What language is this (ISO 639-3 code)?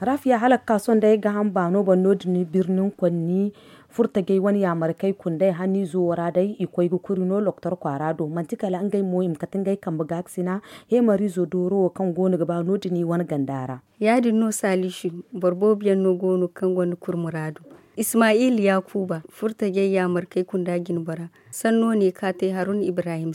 dje